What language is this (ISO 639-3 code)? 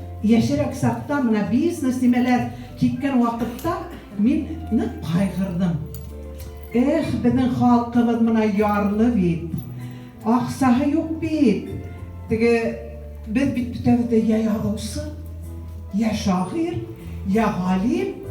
bak